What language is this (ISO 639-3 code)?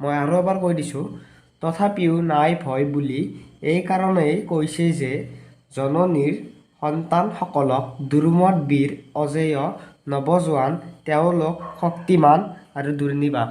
asm